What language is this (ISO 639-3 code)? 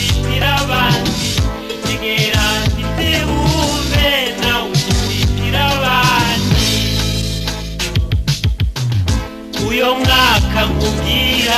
kin